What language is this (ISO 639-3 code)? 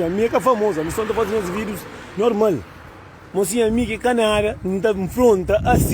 kea